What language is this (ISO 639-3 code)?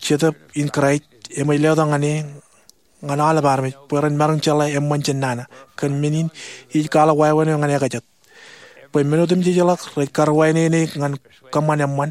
mah